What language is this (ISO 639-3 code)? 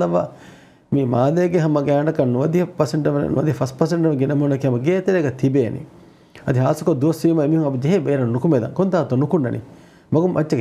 div